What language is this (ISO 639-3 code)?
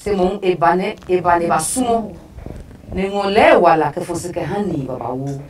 ada